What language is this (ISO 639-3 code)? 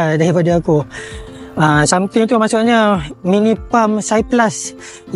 msa